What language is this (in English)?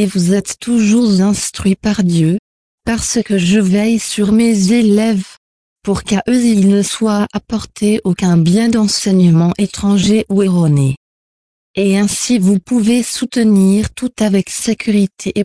French